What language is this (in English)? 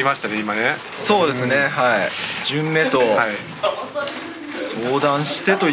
Japanese